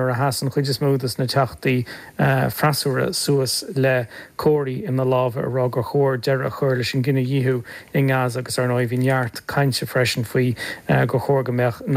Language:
Irish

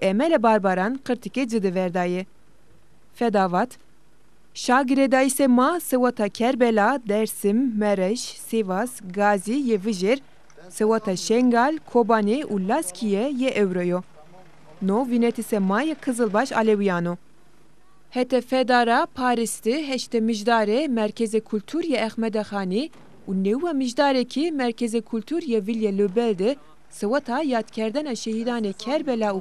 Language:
Zaza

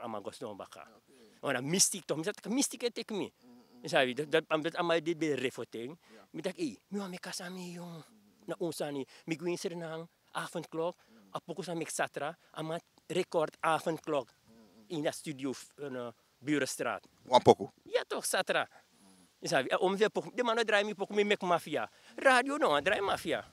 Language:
Sranan Tongo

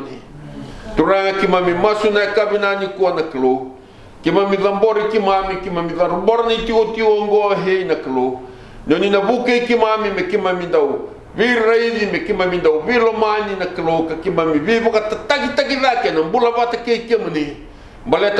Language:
Fijian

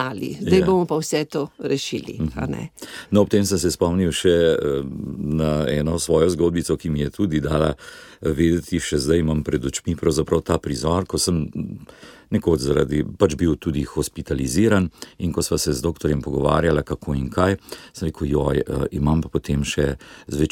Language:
Slovenian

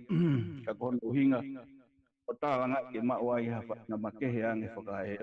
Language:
Tongan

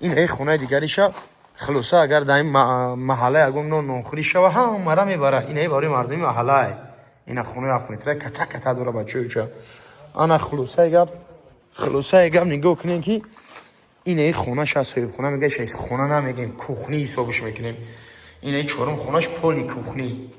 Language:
Tajik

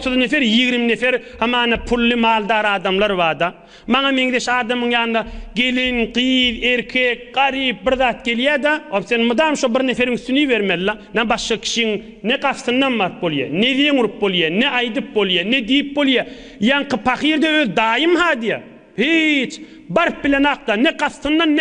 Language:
Turkmen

